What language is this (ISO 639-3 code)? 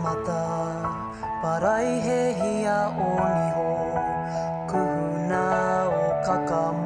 mri